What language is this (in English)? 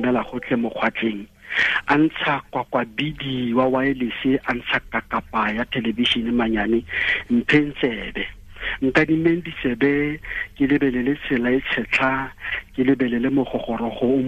Tswana